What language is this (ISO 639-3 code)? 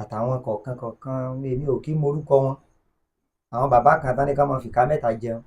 yor